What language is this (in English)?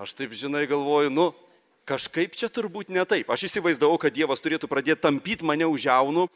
Lithuanian